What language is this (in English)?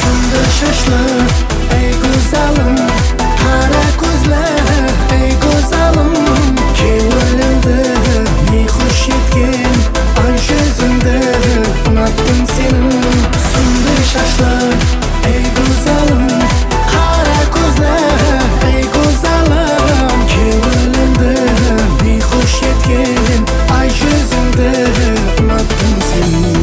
Kara-Kalpak